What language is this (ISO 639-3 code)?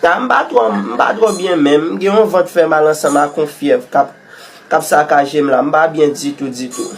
hat